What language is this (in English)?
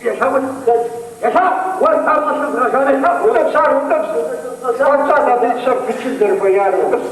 Kabardian